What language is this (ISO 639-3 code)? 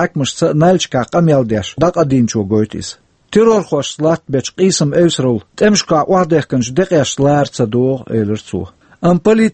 che